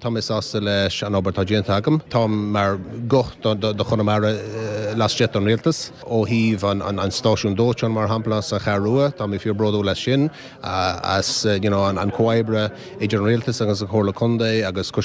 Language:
Irish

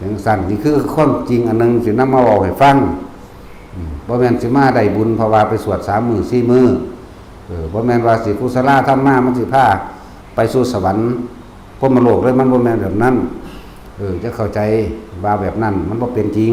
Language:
Northeastern Thai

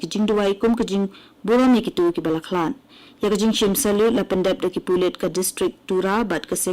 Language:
Khasi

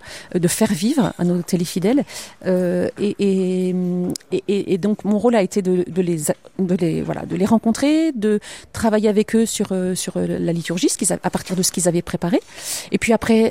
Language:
French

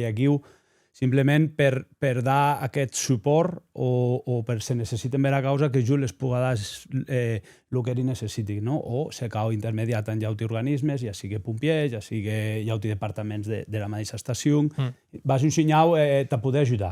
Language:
Occitan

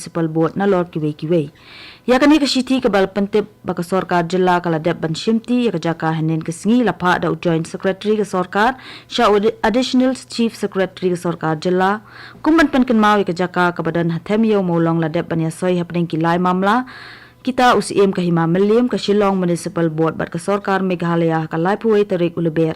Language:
Khasi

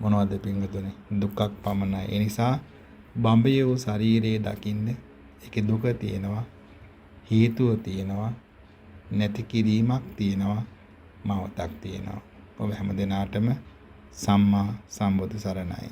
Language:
Sinhala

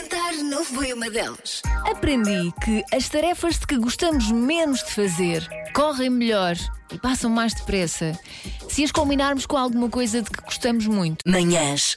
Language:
Portuguese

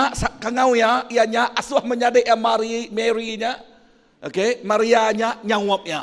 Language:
Iban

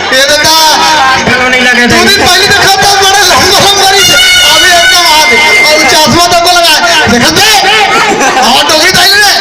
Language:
Chhattisgarhi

